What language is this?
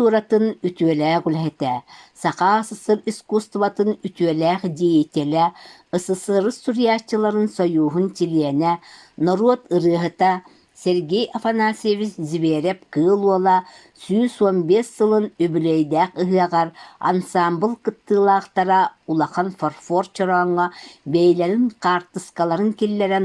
Yakut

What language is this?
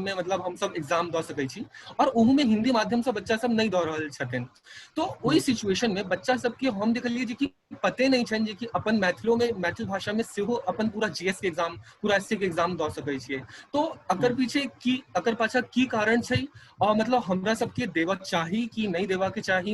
Maithili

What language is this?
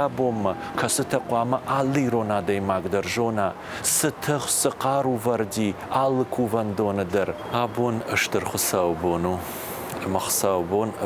Ossetic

